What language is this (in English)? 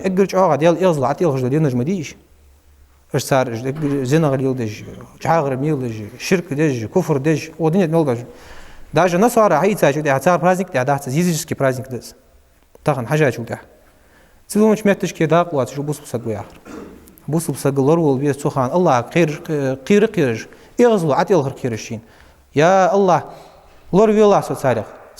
Ingush